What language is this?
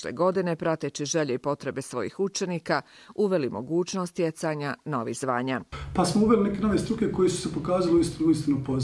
Croatian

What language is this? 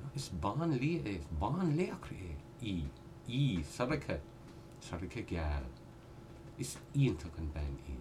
Irish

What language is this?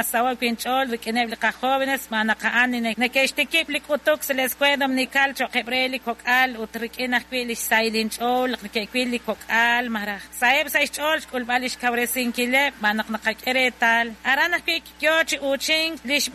Kekchí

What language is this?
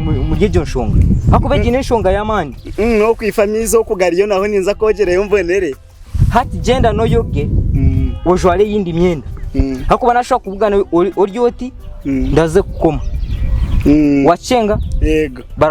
Nyankole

